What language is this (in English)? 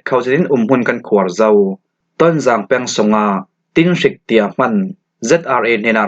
Falam Chin